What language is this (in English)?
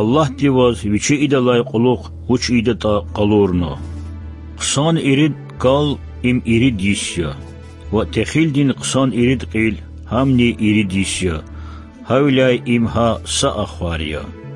Lezghian